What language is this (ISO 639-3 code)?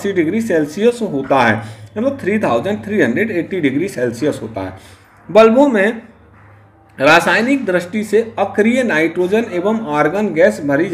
hin